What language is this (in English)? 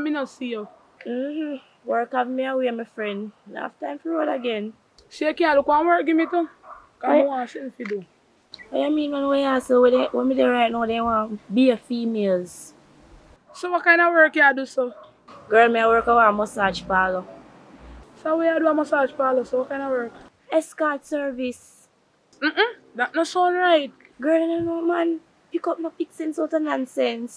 Jamaican Creole English